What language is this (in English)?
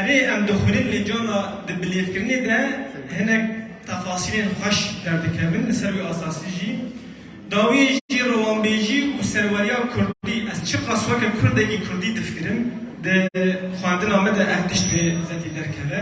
Kurdish